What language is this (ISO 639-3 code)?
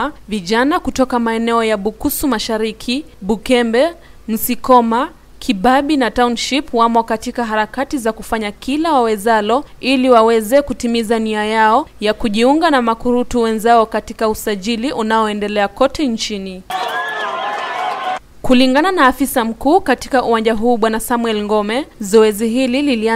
swa